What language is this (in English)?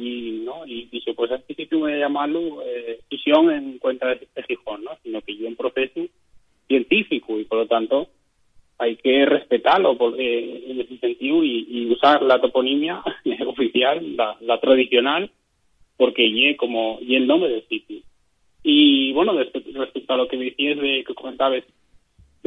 Asturian